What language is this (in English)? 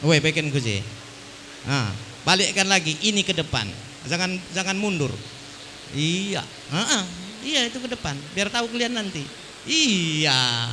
Batak Karo